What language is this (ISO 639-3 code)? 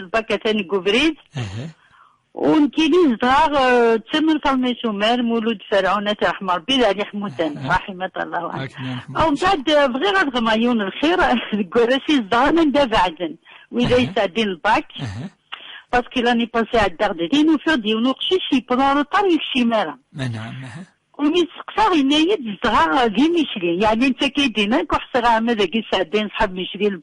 kab